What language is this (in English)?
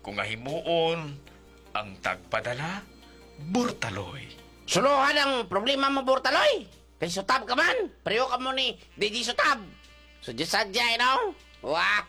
Hiligaynon